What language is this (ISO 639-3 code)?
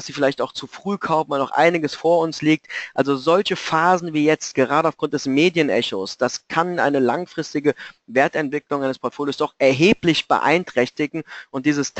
deu